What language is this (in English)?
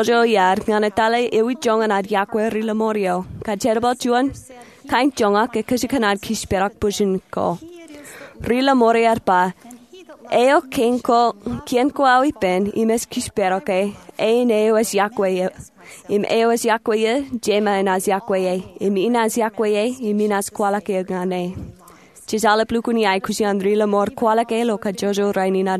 Marshallese